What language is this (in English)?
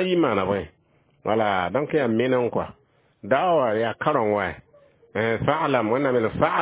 Mossi